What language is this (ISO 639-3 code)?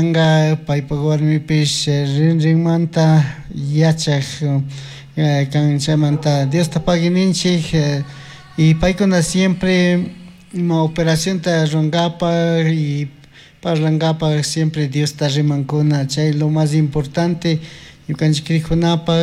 qug